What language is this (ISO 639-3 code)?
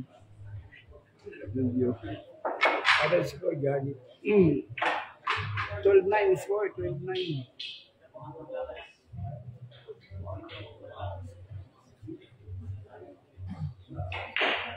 fil